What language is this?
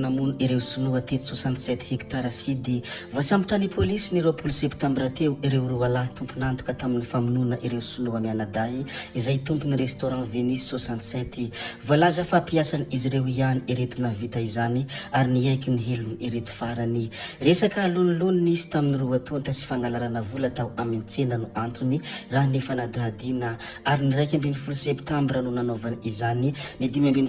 Malagasy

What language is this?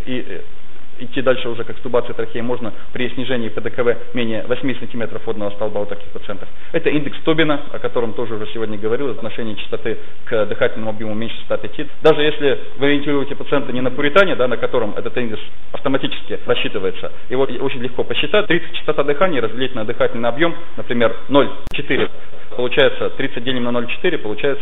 Russian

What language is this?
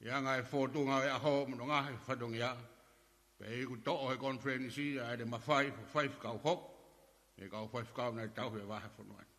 Tongan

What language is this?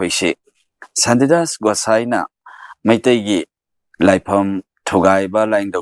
Manipuri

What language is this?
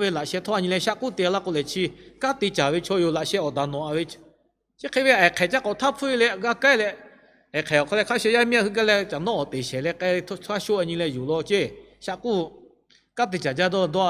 Lahu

